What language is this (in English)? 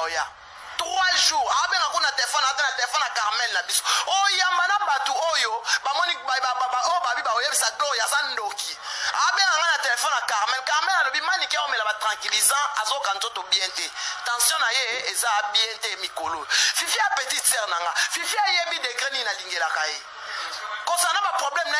Lingala